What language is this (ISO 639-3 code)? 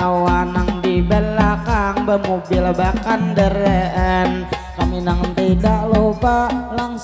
bjn